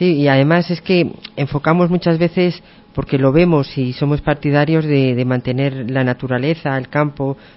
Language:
Spanish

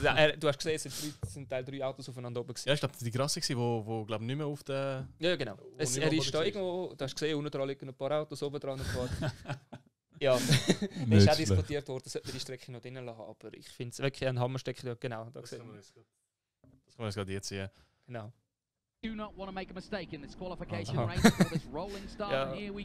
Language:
Swiss German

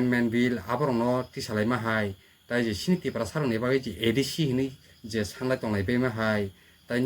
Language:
Kok Borok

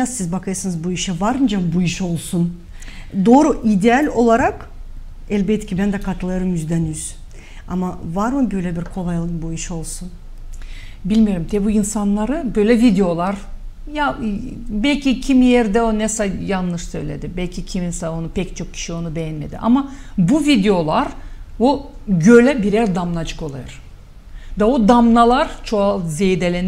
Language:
Gagauz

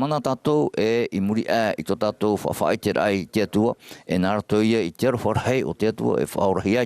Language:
Tahitian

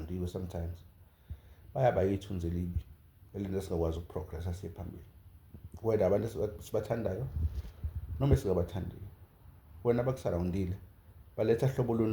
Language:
Zulu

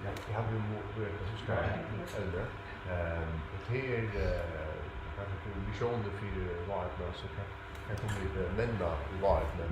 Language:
Faroese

